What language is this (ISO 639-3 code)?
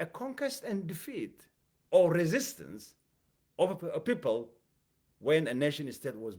eng